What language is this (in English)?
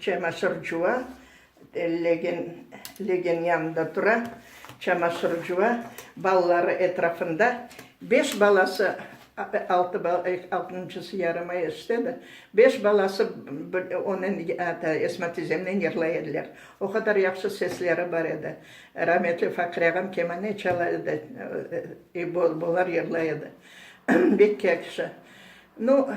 Crimean Tatar